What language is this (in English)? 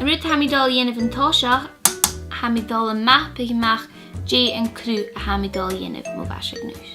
Scottish Gaelic